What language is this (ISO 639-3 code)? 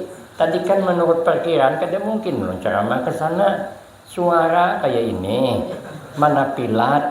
bjn